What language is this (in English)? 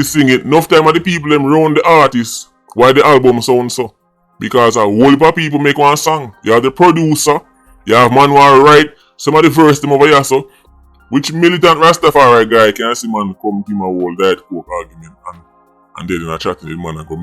Jamaican Creole English